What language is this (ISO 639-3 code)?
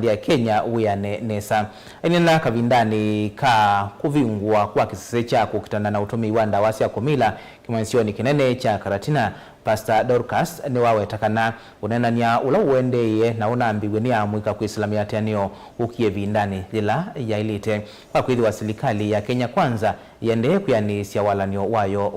kam